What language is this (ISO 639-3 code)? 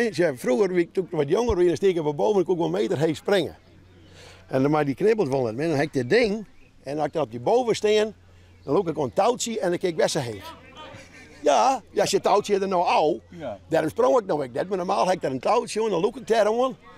fry